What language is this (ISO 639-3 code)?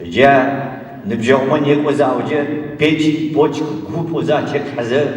ady